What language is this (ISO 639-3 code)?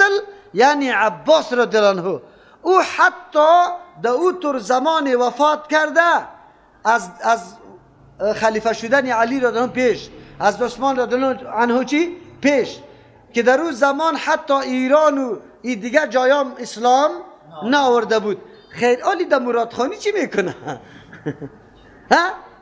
fas